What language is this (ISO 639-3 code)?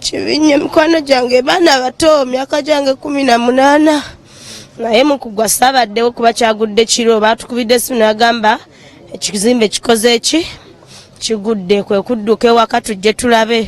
lug